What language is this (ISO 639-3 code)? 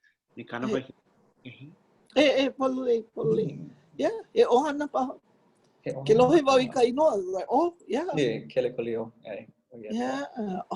haw